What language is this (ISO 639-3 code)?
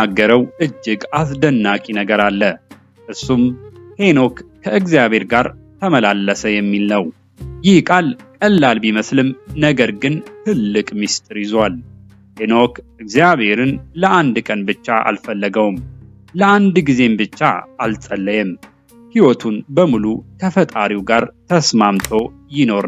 amh